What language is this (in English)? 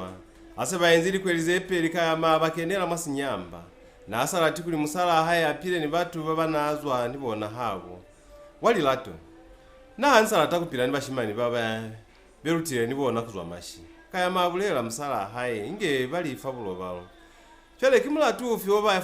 Lozi